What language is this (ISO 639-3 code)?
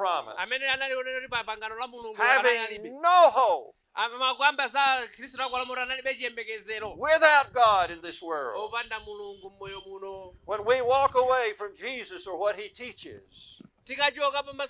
nya